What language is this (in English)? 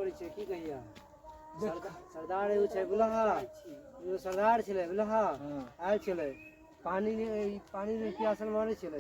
Maithili